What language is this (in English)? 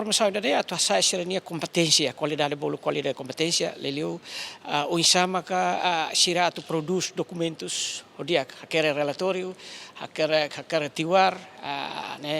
Tetum